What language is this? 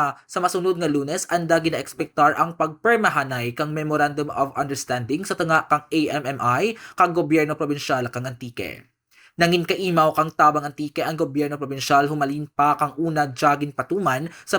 Kinaray-a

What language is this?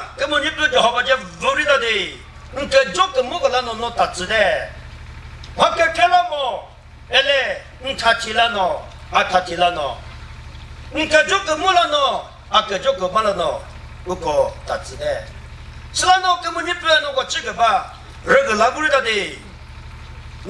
Chokri Naga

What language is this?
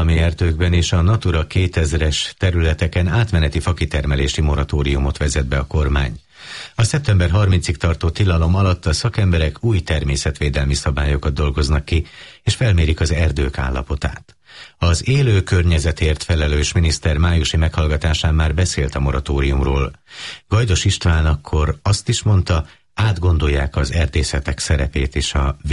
Hungarian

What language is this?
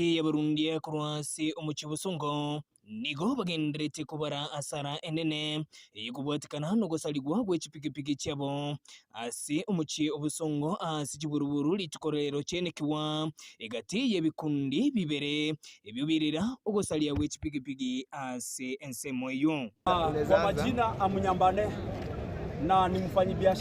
Gusii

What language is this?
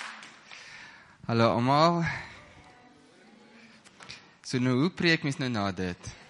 Afrikaans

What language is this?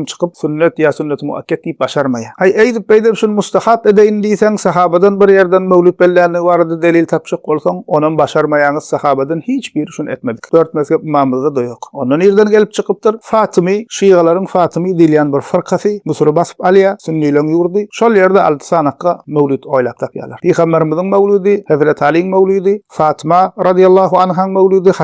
Turkmen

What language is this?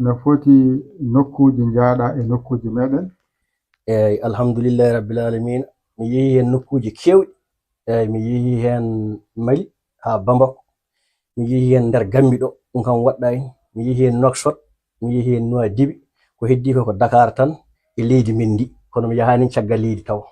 Fula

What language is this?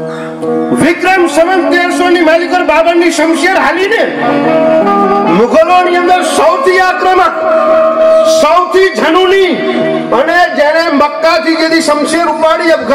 Gujarati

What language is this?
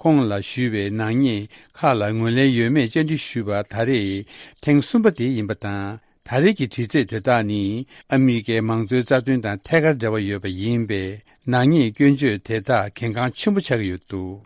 Tibetan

